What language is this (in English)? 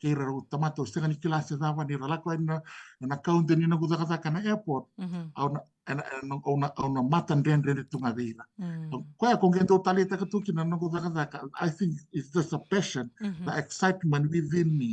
Fijian